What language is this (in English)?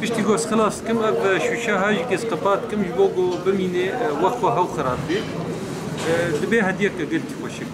Kurdish